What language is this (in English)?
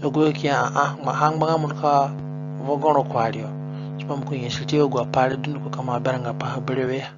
Zande (individual language)